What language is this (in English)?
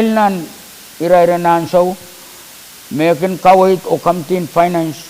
Pohnpeian